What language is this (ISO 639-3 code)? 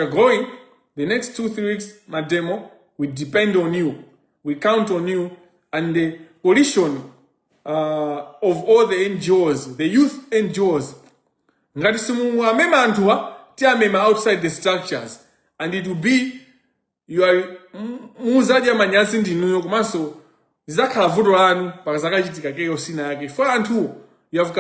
nya